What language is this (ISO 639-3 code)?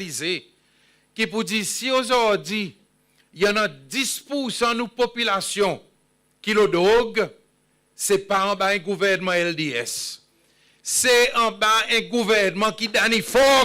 crs